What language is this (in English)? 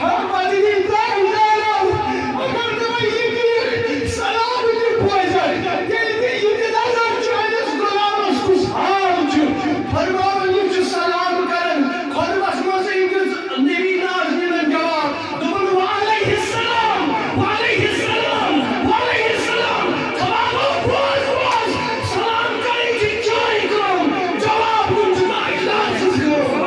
Kashmiri